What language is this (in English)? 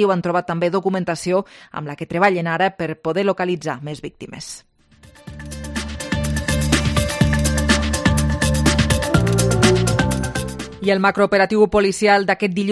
Catalan